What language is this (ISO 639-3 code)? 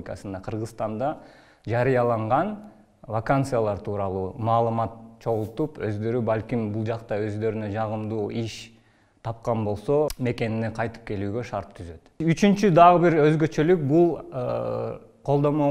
kir